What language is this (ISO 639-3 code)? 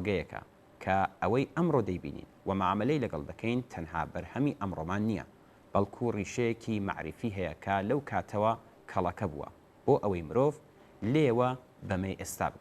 ckb